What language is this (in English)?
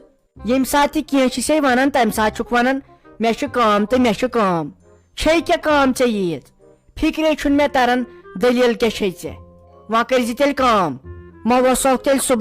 Kashmiri